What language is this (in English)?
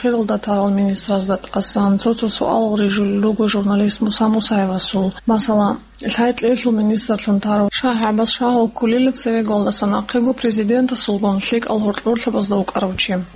Avaric